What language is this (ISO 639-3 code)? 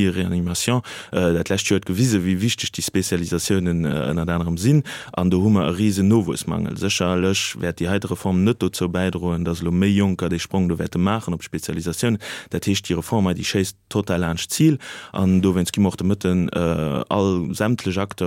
ltz